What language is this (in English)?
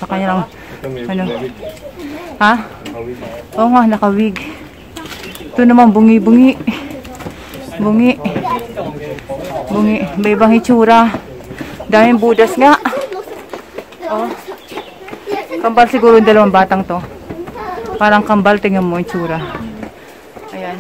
Filipino